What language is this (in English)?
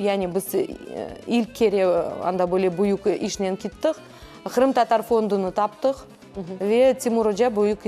Crimean Tatar